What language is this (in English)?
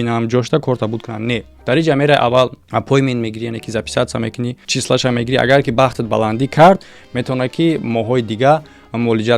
Tajik